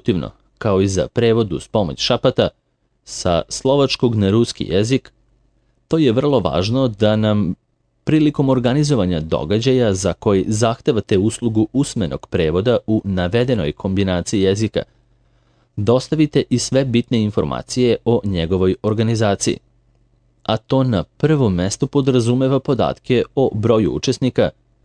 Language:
Serbian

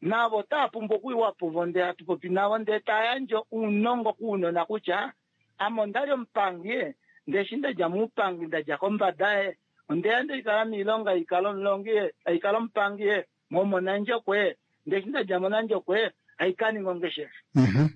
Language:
Kuanyama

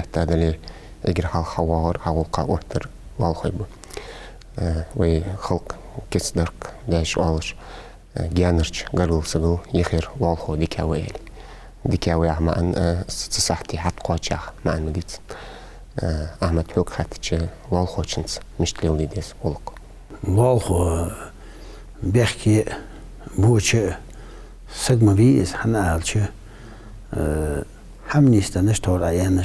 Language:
Ingush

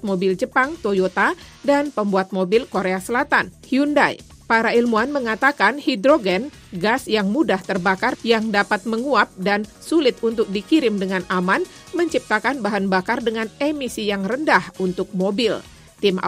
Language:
Indonesian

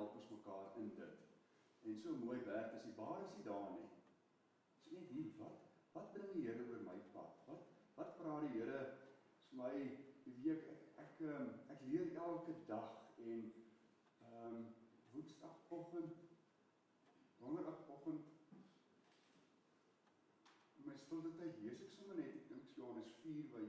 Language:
Afrikaans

